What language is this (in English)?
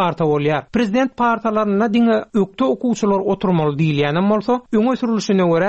Turkmen